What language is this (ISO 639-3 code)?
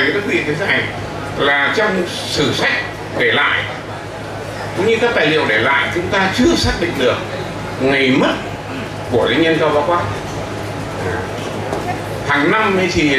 vie